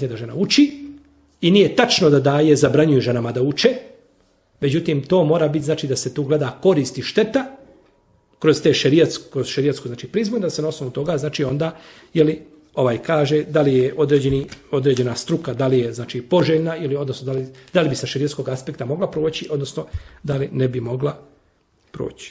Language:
Bosnian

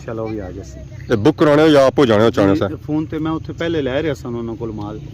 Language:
Pahari-Potwari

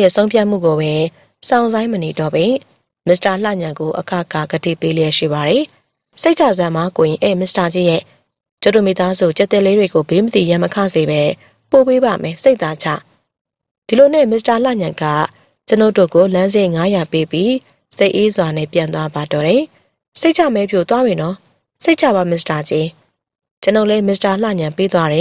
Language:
Burmese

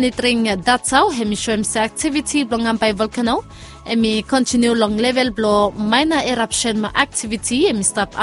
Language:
Bislama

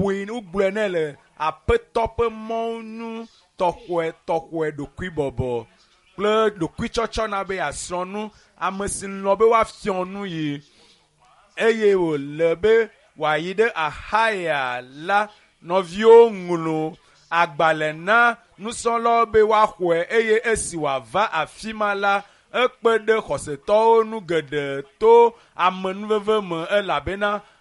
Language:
Ewe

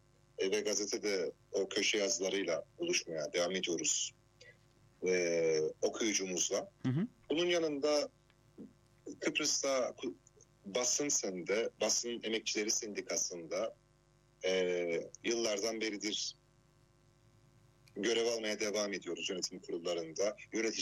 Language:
Turkish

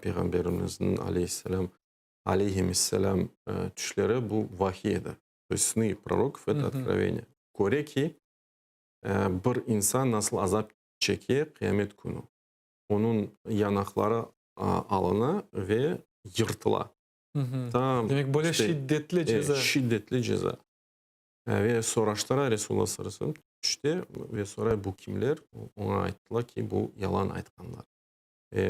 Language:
Crimean Tatar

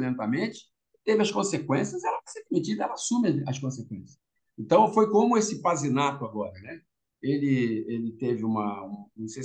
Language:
Portuguese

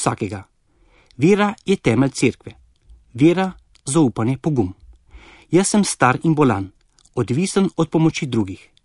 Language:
Slovenian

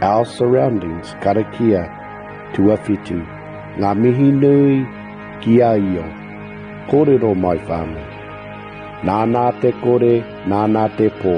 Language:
Māori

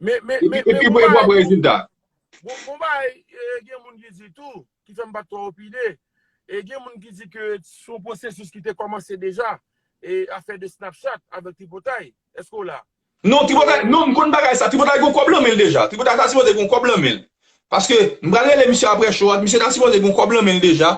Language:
Haitian Creole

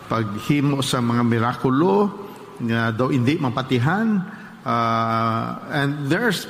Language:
Hiligaynon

